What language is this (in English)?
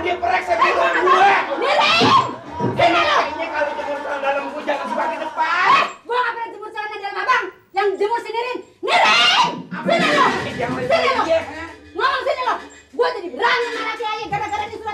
Betawi